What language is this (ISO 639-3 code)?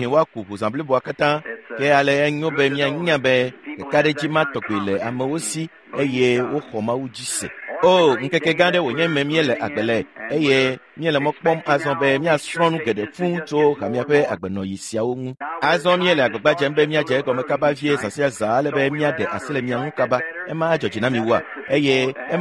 ewe